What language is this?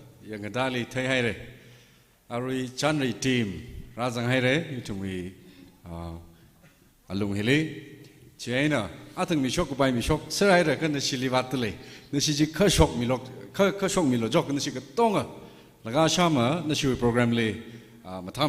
Tangkhul Naga (India)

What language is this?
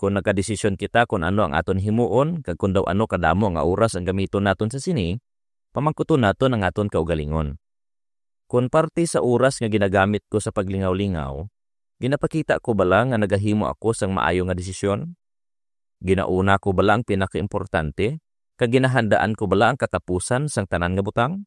Hiligaynon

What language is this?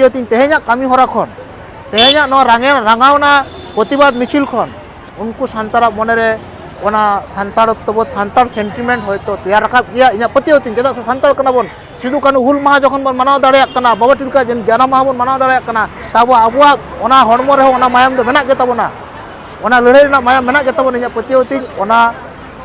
Santali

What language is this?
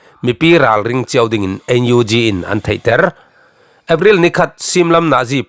Falam Chin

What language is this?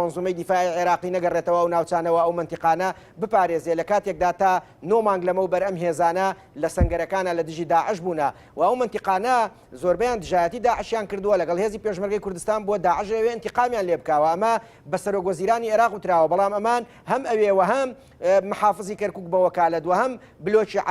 Central Kurdish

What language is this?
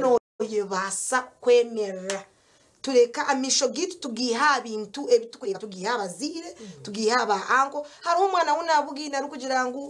Nyankole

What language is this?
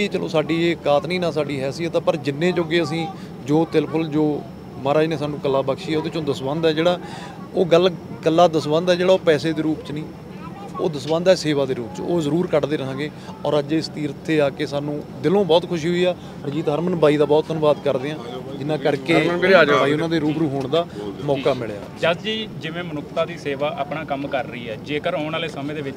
Punjabi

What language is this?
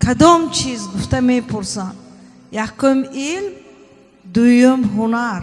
Tajik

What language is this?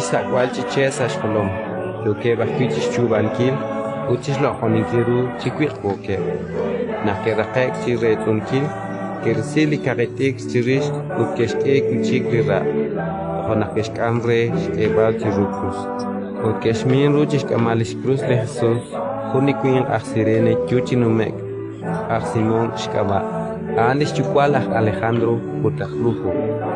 Kekchí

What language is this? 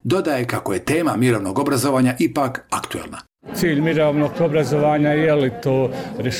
Bosnian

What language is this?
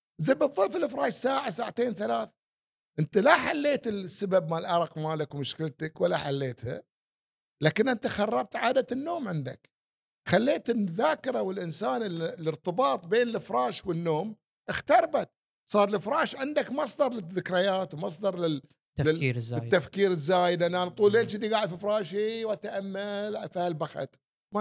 Gulf Arabic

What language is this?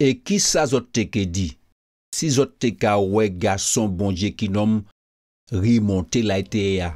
Guadeloupean Creole French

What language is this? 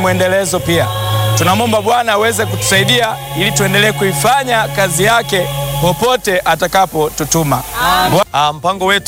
Swahili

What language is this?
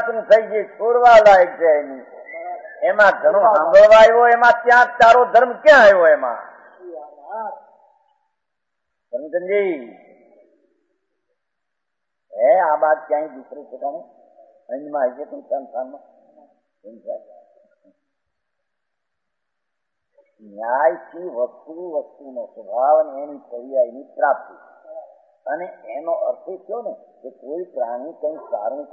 Gujarati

